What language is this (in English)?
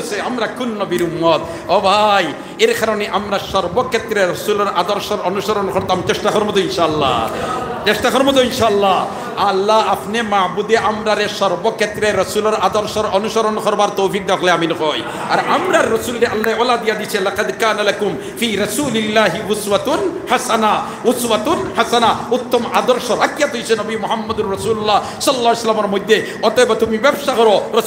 Sylheti